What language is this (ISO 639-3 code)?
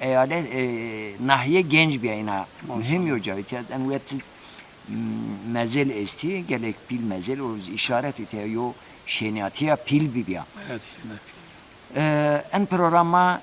zza